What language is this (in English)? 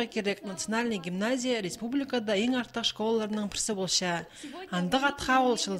Khakas